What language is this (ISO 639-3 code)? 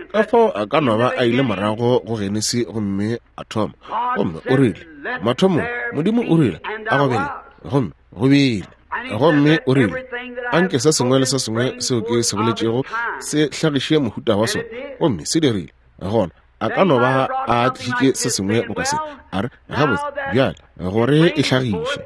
nso